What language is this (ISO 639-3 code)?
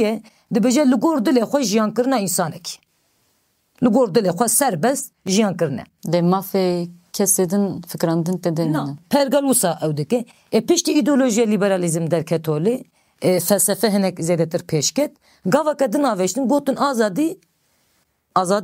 kur